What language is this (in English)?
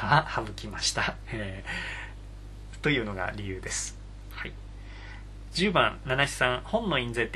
Japanese